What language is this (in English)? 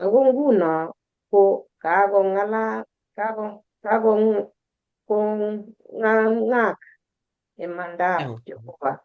Kalenjin